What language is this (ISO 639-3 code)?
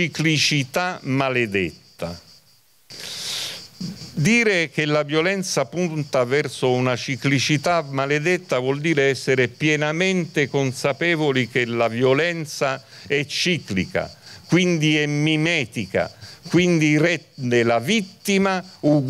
ita